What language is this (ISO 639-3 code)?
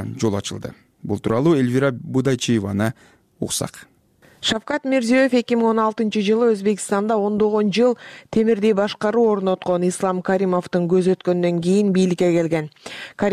kir